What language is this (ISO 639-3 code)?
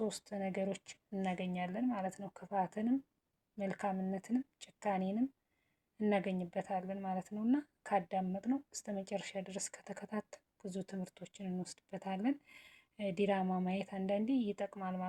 amh